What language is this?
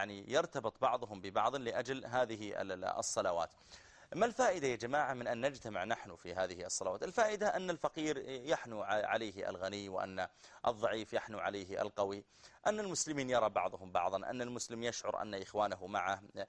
Arabic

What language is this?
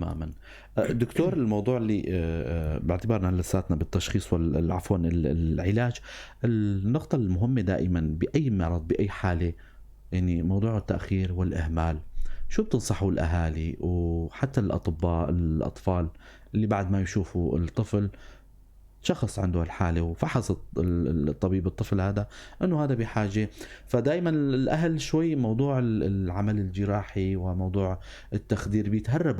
North Levantine Arabic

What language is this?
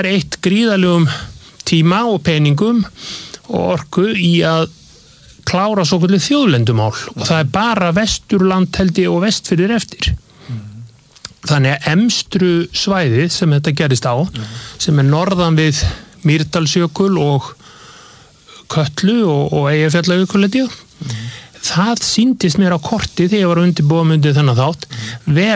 Icelandic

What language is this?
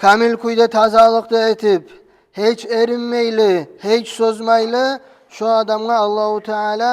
Kumyk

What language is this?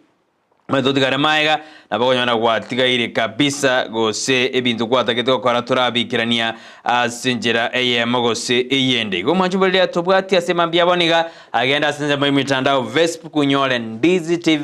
Gusii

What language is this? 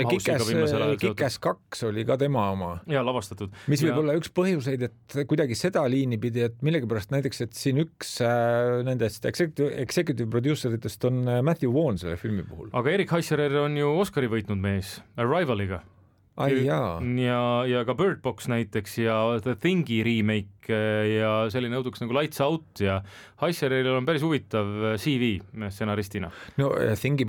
Estonian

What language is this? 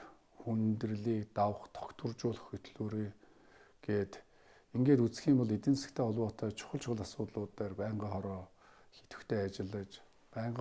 Mongolian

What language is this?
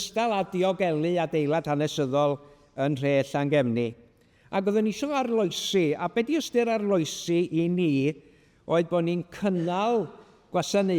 Welsh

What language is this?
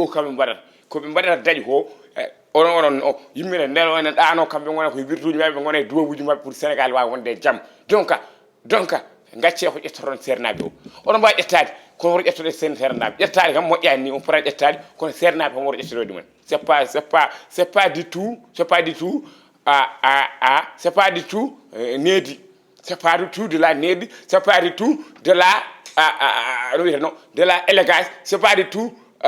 Fula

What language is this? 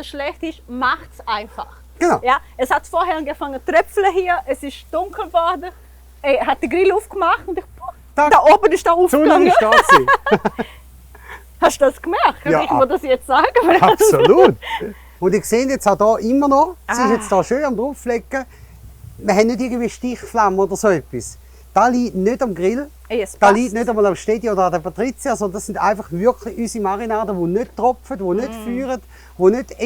Swiss German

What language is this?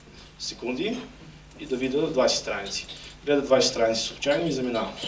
Bulgarian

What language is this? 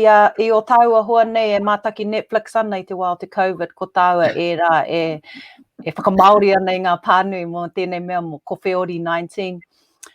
Māori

